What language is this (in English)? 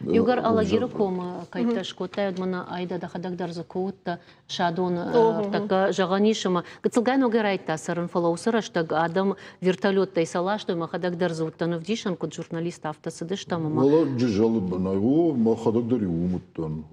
Ossetic